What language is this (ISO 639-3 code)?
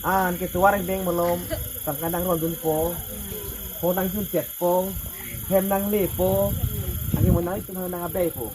mjw